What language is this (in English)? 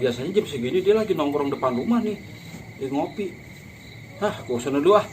Betawi